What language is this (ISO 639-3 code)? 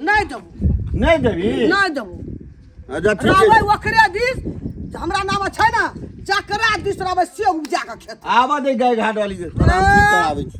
mai